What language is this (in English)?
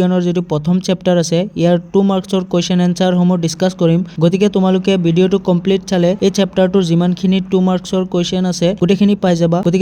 Assamese